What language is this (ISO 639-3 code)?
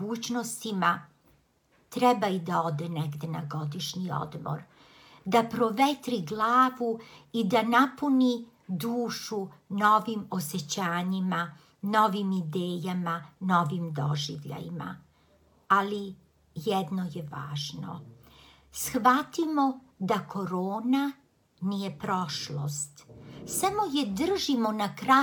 srp